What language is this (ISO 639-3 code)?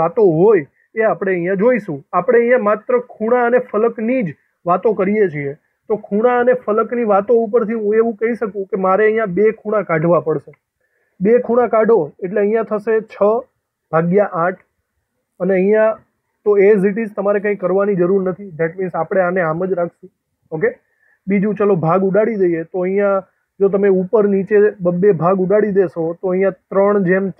guj